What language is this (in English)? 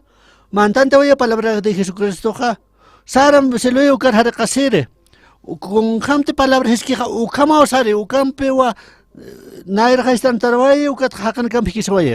Aymara